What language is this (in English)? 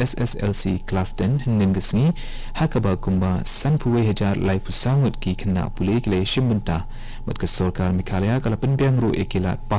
Khasi